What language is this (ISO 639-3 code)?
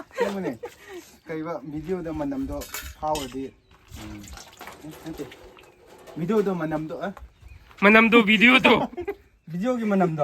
mni